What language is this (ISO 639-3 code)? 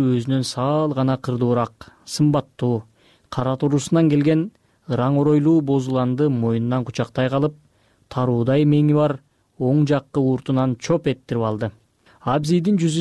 kir